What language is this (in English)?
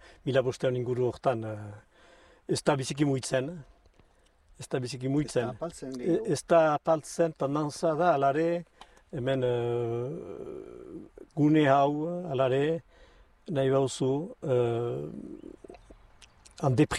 Basque